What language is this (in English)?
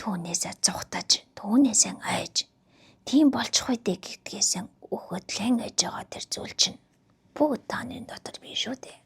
Mongolian